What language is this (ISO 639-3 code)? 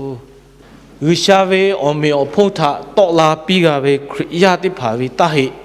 lhu